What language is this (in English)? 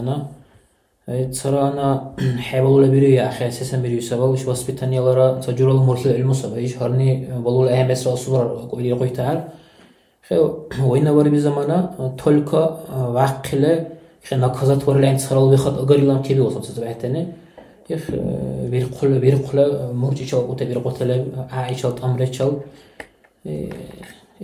Dargwa